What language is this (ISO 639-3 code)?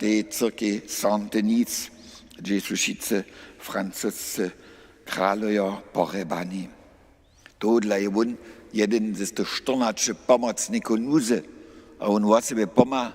hsb